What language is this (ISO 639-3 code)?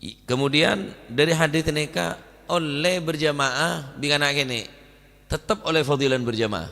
mad